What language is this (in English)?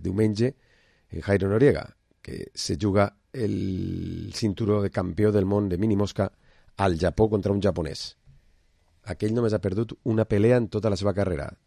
Catalan